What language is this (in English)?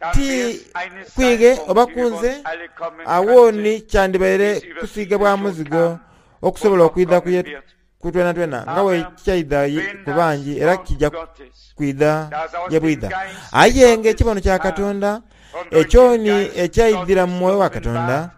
Soga